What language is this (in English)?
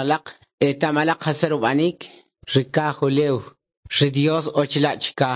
Kʼicheʼ